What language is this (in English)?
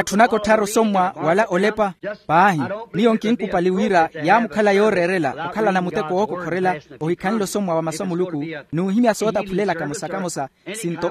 Makhuwa